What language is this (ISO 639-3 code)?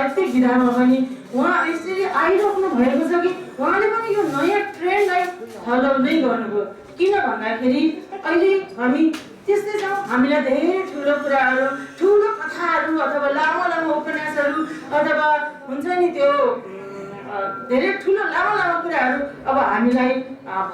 nep